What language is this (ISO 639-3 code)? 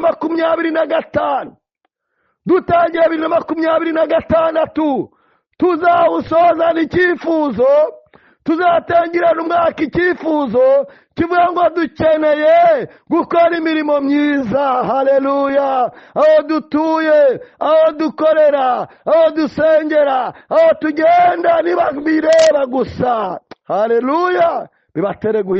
kin